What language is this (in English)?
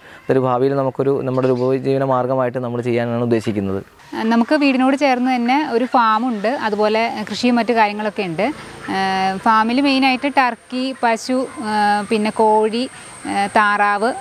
Malayalam